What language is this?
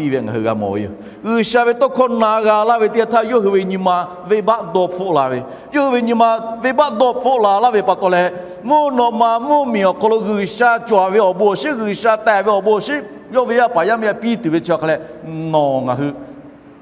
Lahu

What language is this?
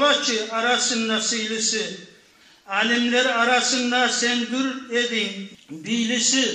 Kumyk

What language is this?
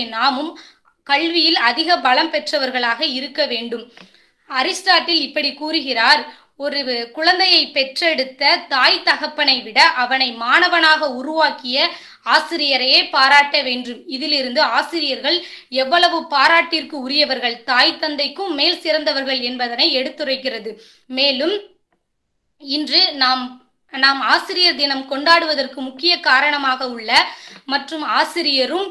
Tamil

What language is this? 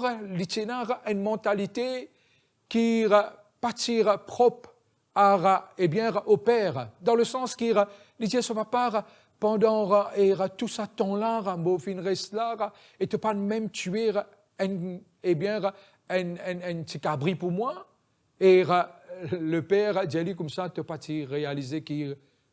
Morisyen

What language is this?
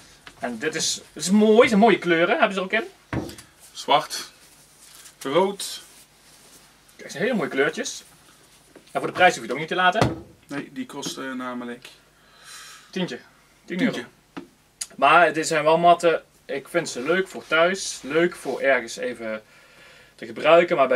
Dutch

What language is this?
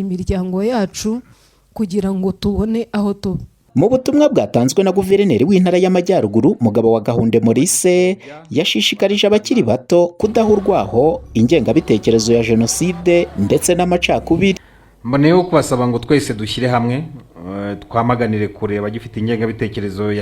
Kinyarwanda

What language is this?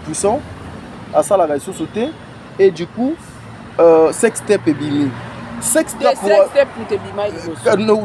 Lingala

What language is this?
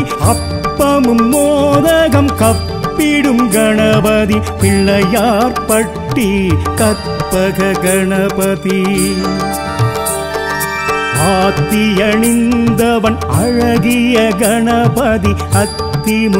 Tamil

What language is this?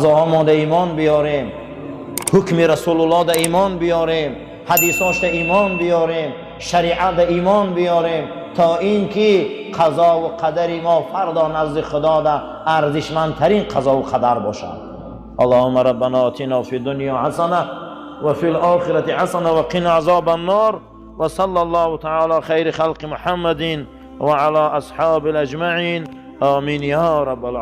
Tajik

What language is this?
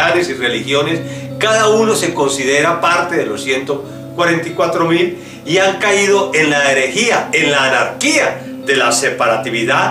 Spanish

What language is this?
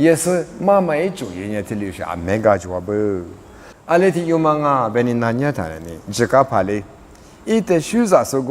Lisu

